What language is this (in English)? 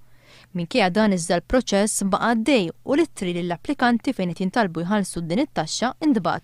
Maltese